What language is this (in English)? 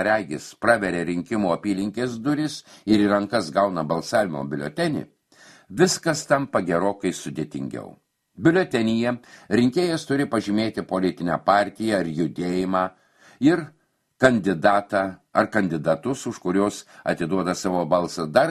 Lithuanian